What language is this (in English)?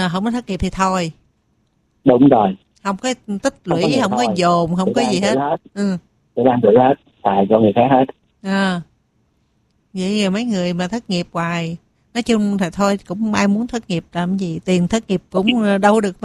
Vietnamese